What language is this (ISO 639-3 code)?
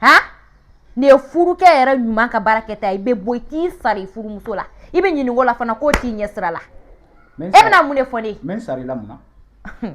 bam